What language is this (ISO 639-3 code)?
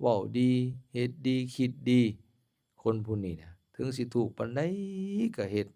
lao